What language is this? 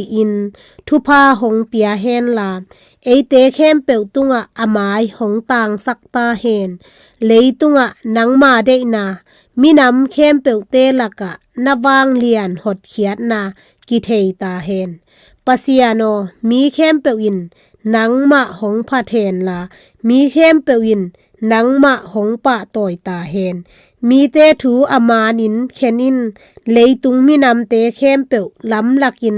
Tedim Chin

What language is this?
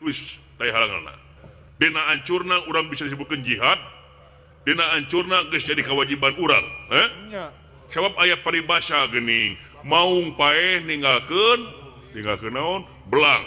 Sundanese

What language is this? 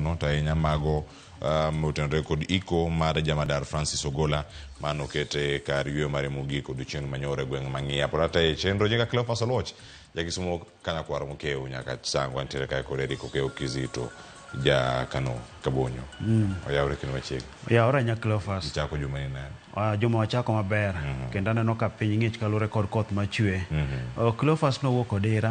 Luo (Kenya and Tanzania)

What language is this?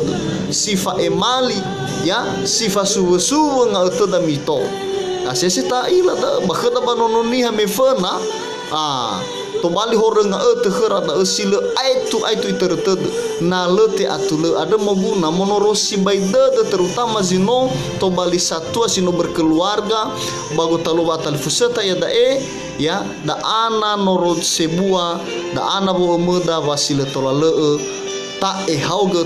Nias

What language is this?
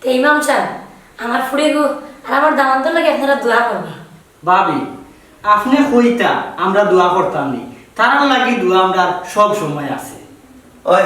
Sylheti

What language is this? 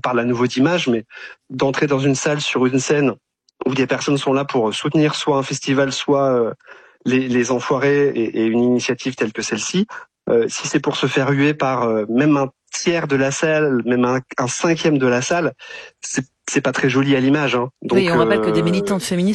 French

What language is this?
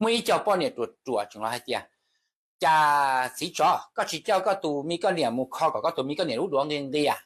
Hmong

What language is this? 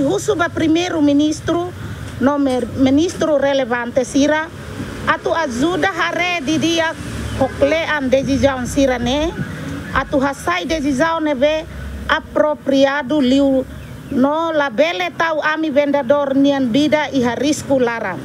Tetum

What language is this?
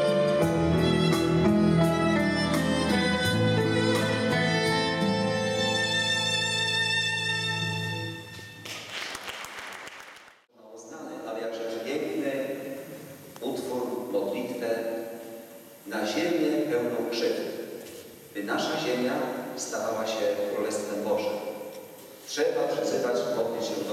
Polish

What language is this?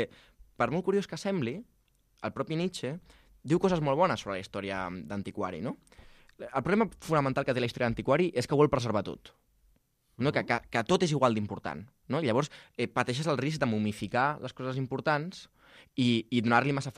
Catalan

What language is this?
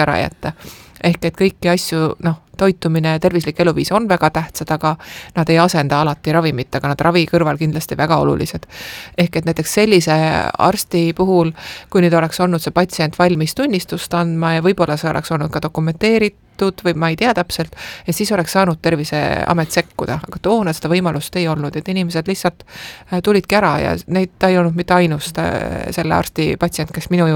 Estonian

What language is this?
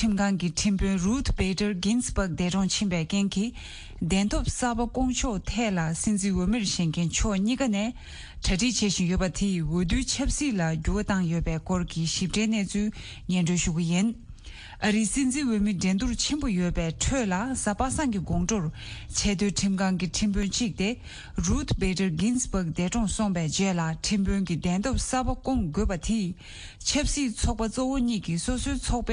Tibetan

